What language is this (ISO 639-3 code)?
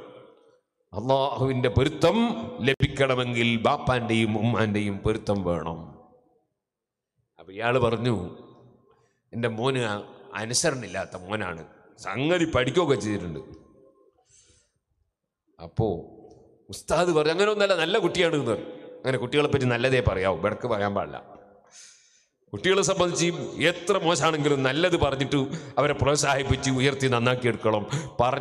mal